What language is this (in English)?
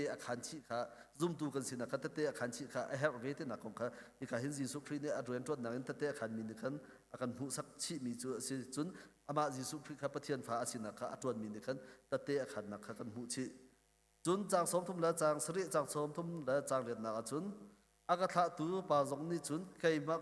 Hakha Chin